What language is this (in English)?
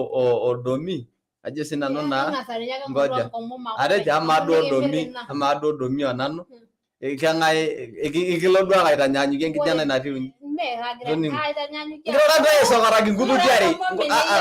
Masai